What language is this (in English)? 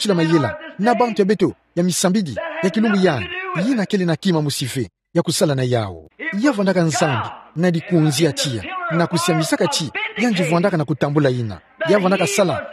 Kituba (Democratic Republic of Congo)